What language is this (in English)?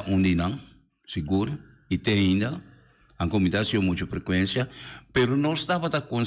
Papiamento